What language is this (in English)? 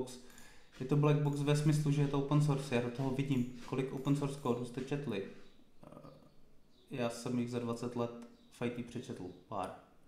Czech